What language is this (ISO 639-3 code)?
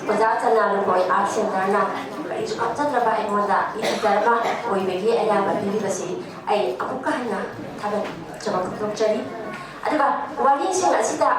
mni